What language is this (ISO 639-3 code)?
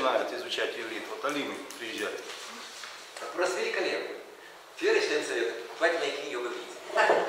rus